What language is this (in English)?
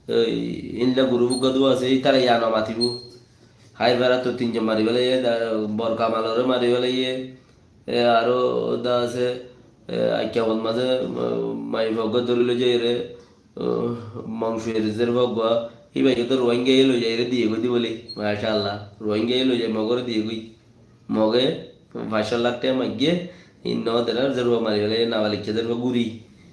Rohingya